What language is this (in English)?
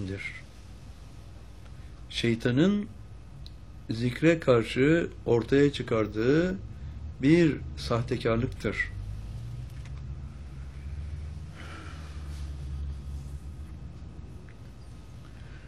Turkish